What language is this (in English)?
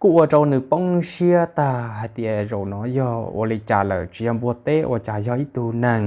Hmong